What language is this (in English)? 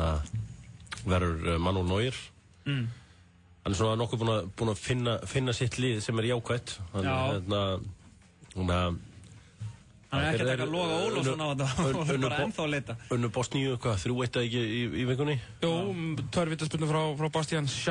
Icelandic